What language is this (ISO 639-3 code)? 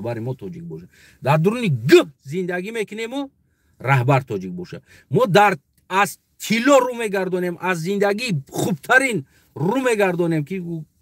tgk